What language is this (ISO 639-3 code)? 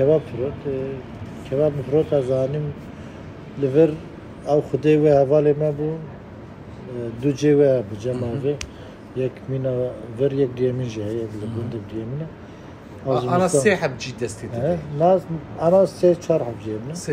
kur